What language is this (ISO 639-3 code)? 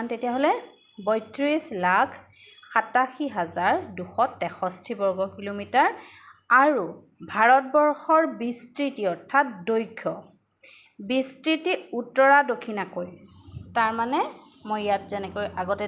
asm